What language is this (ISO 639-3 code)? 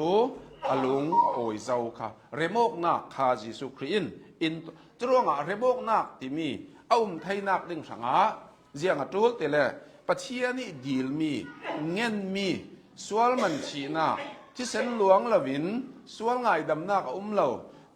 cnh